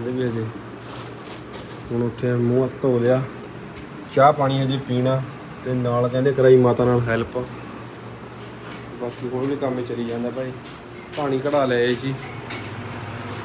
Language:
Punjabi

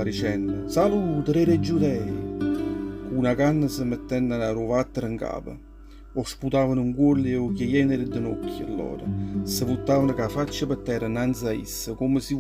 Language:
Neapolitan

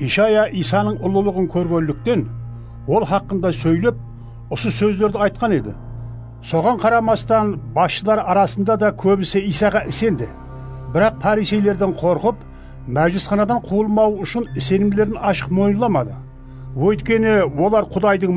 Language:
Kara-Kalpak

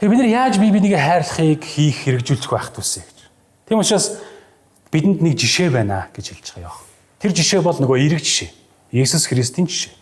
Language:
Mongolian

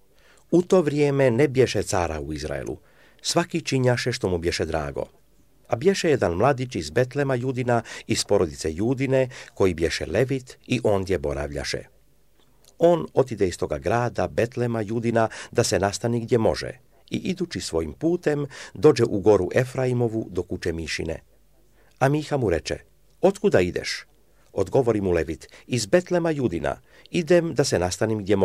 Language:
Serbian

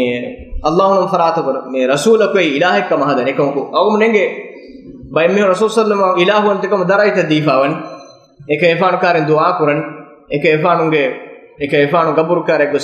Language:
Divehi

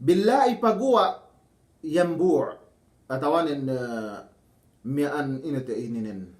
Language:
Yakan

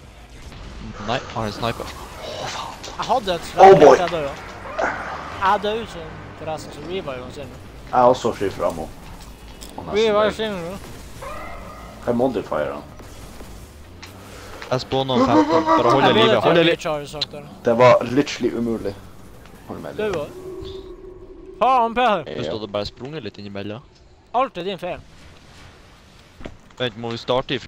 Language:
Norwegian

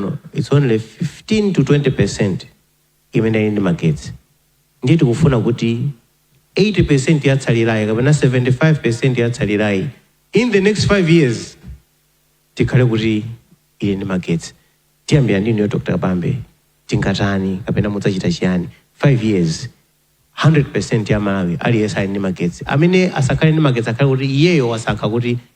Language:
Nyanja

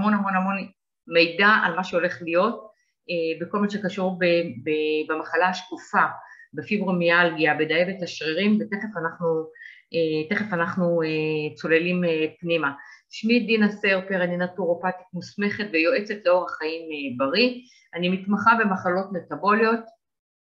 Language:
Hebrew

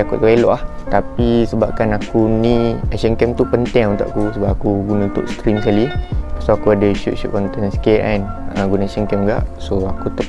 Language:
Malay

